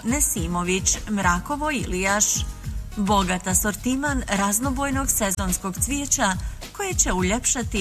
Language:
Bosnian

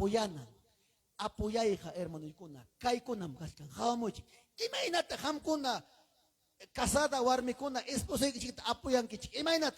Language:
Ayacucho Quechua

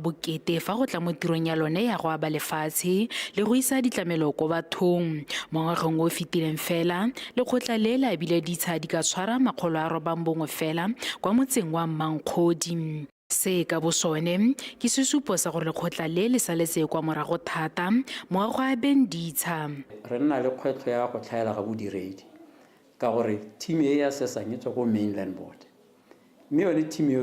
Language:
Tswana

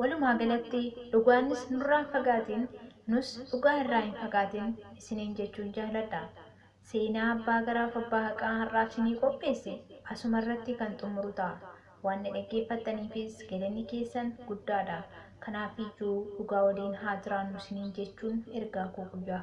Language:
Oromo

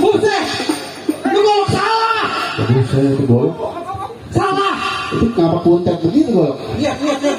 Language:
Betawi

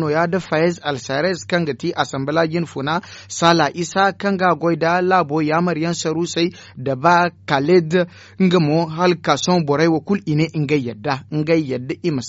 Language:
Zarma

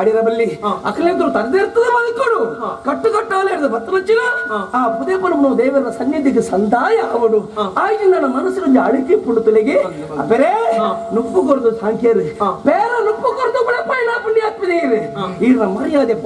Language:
Tulu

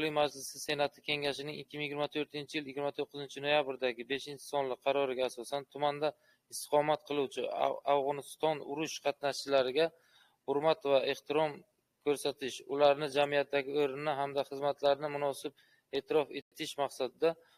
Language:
Uzbek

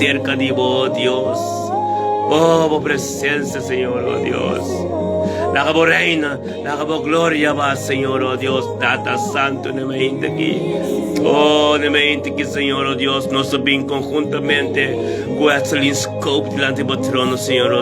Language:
Papiamento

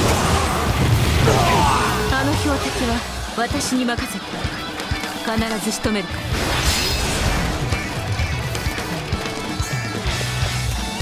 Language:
Japanese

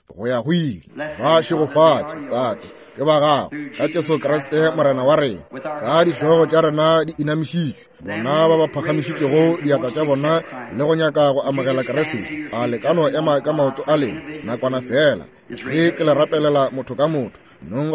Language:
Northern Sotho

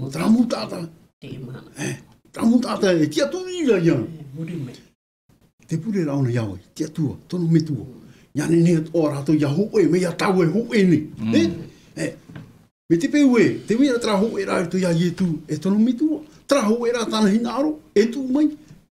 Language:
Tahitian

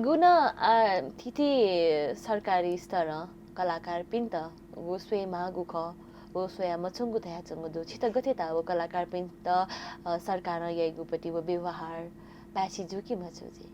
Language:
Newari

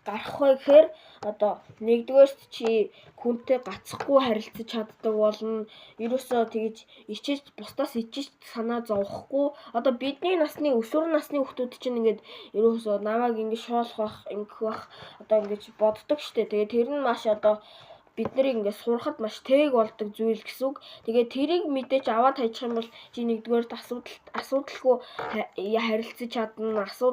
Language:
Mongolian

